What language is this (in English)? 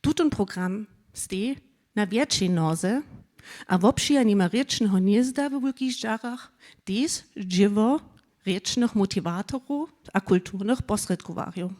Upper Sorbian